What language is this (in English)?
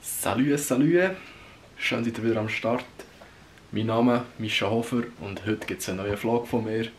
Swiss German